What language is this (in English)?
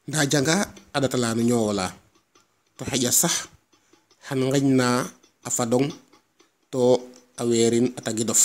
Serer